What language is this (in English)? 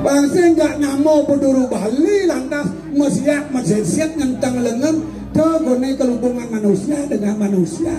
Balinese